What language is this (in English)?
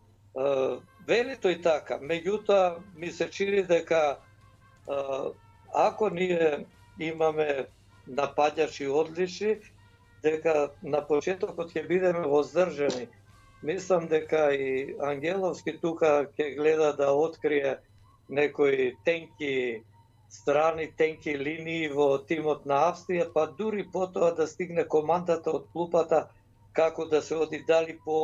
Macedonian